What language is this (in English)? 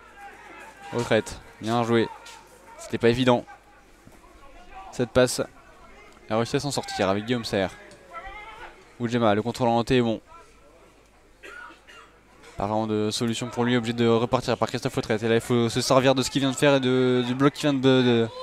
French